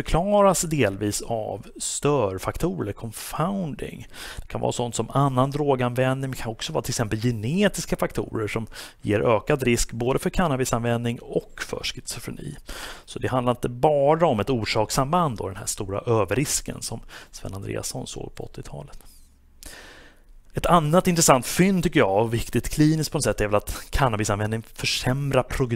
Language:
Swedish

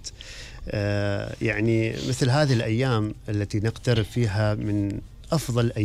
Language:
Gulf Arabic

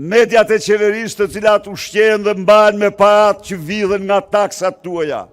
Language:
Albanian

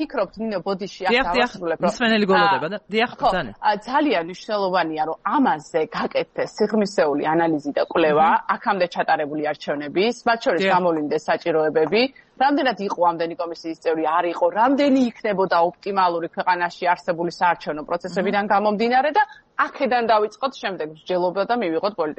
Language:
Georgian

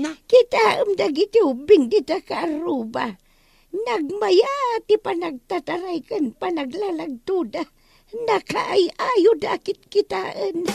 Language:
Iloko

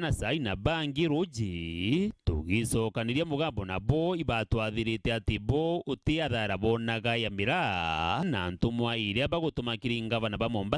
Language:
Meru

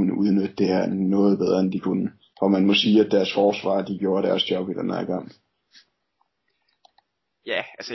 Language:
Danish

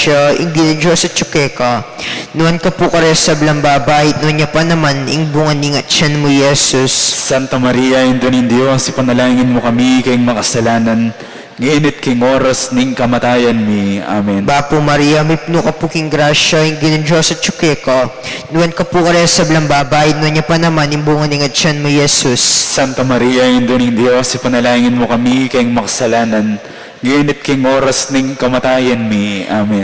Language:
Pampanga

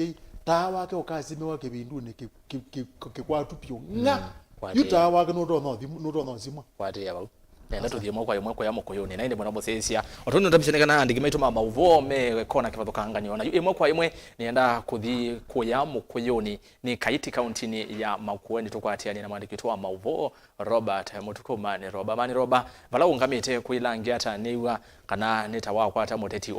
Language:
Kamba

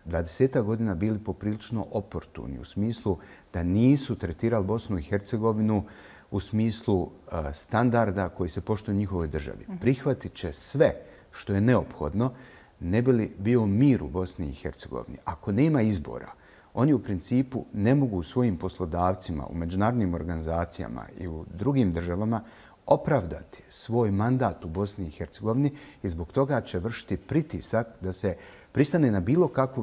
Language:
Bosnian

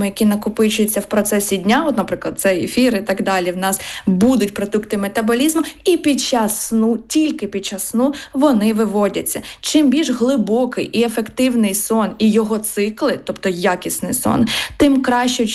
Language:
Ukrainian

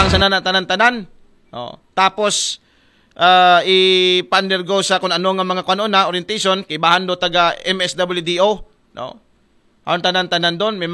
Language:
Aklanon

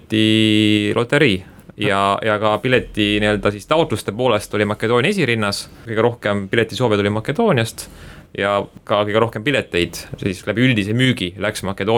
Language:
Estonian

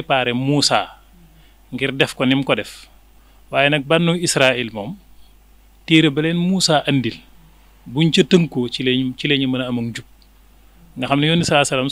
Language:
Wolof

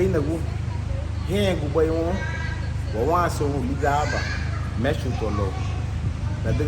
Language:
Garifuna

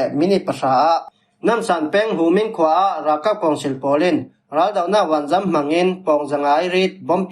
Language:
Falam Chin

